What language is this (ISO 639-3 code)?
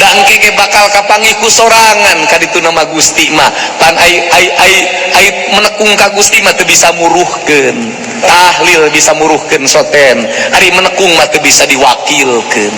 sun